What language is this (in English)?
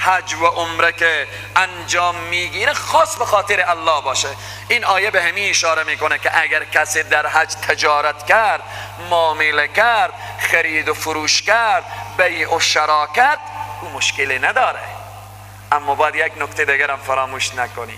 Persian